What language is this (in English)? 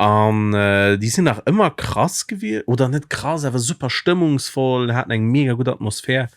Luxembourgish